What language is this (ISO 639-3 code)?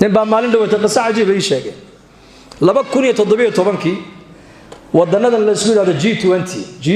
som